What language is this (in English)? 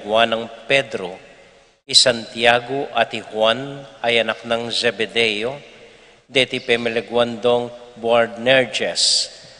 Pampanga